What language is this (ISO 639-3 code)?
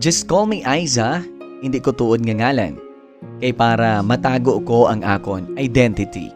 hil